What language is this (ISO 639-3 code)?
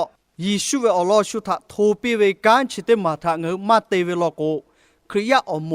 lhu